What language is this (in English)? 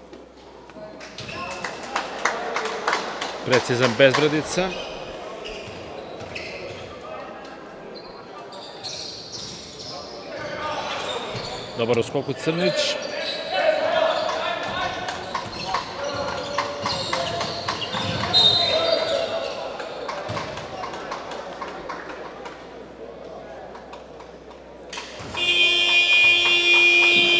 Serbian